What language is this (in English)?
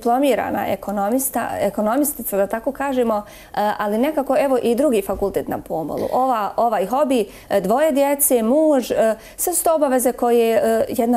Bosnian